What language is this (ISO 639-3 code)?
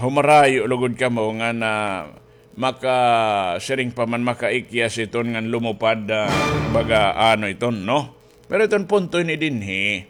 war